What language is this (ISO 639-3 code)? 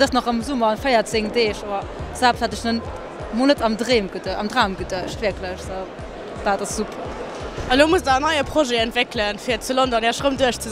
ltz